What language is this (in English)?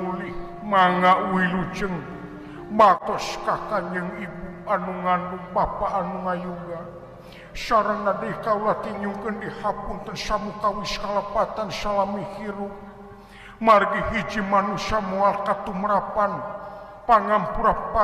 Sundanese